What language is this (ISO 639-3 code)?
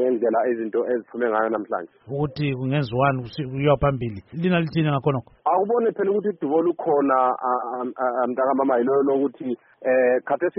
nde